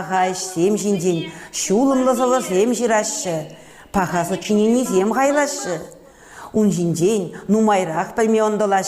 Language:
Chuvash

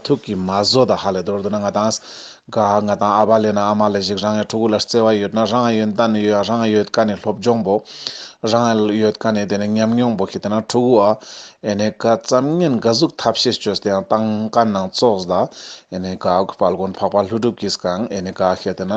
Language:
Ladakhi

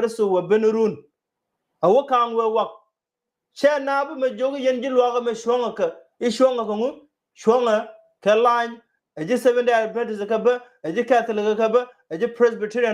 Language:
Nuer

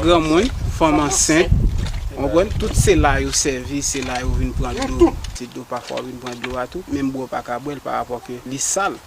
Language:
Haitian Creole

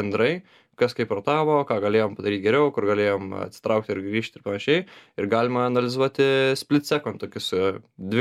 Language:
Lithuanian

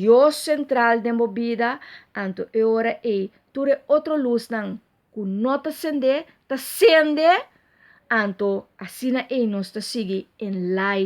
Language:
Papiamento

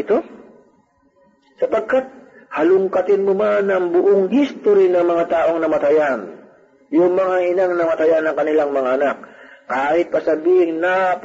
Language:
Filipino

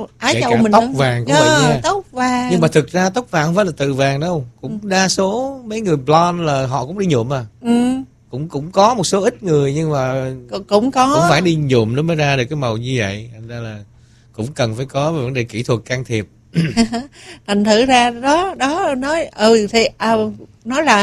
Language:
Vietnamese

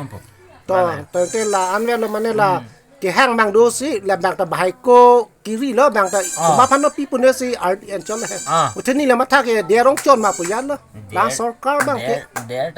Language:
Karbi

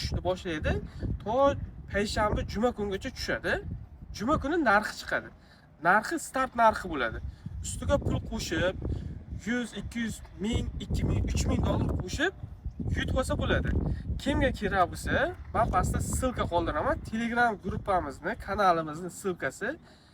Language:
Uzbek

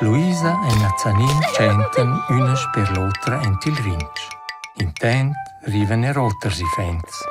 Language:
Romansh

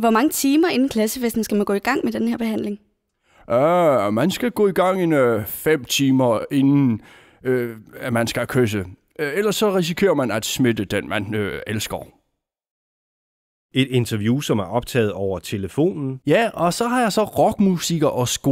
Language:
Danish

